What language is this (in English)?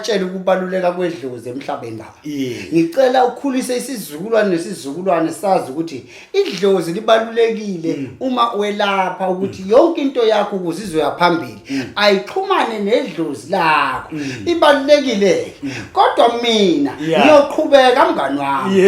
Zulu